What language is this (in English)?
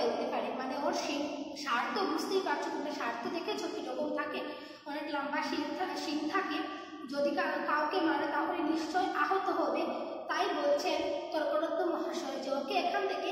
Bangla